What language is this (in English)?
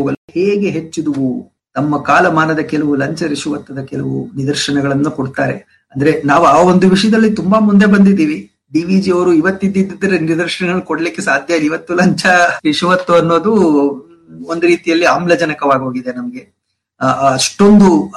Kannada